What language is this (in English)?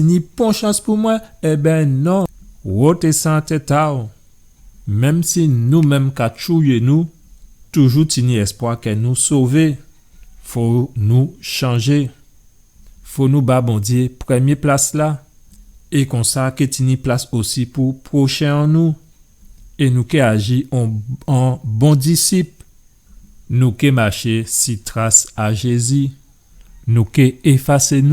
Guadeloupean Creole French